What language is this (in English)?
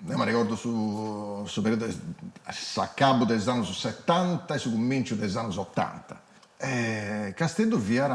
Sardinian